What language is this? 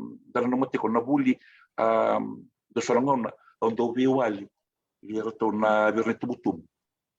Fijian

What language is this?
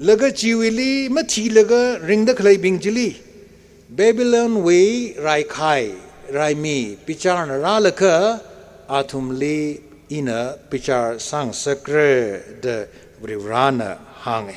Tangkhul Naga (India)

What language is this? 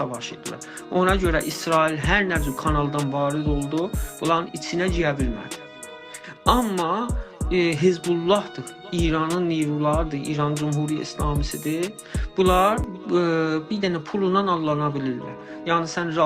South Azerbaijani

